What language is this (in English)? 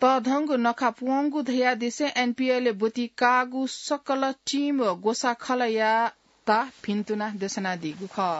Newari